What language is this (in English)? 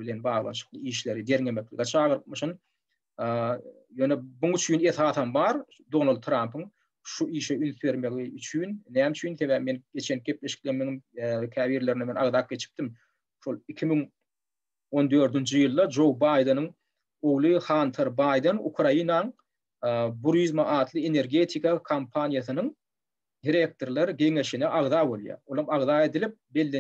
Turkmen